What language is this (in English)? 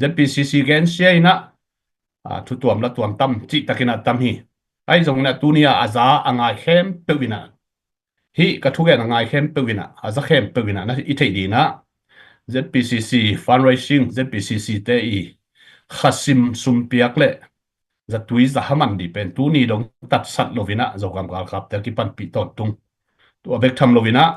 Tedim Chin